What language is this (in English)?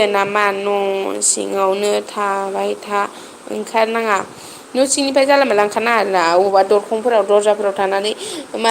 Bodo